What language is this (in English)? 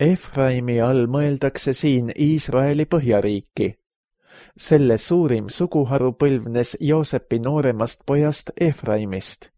Estonian